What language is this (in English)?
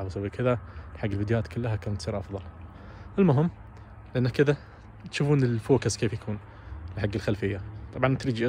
Najdi Arabic